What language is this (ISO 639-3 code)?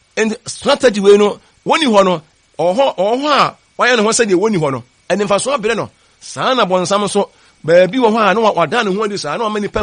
aka